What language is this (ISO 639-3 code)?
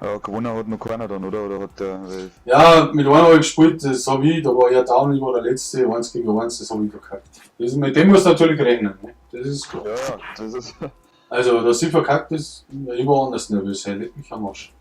bar